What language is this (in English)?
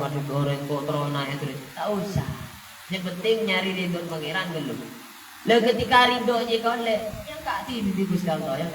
Madurese